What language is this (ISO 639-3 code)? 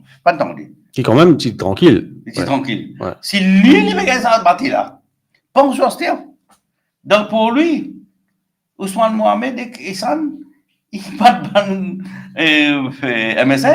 mfe